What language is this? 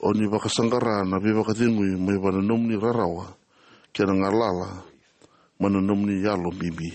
Fijian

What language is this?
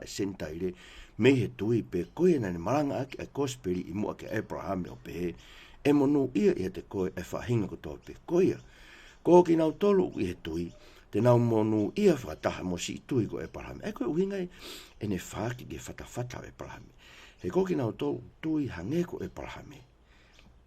Tongan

